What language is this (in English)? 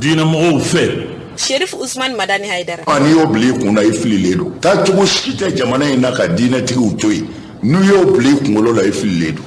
Bambara